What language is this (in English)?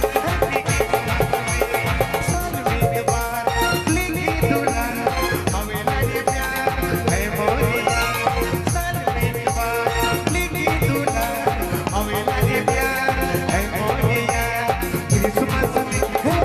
Sadri